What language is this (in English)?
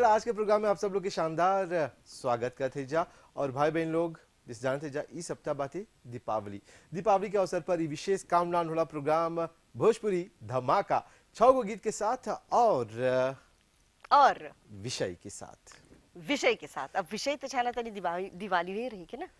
Bhojpuri